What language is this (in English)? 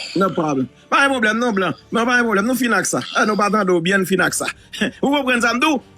Haitian Creole